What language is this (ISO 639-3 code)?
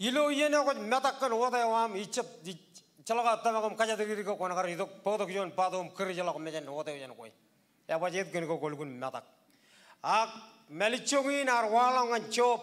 mah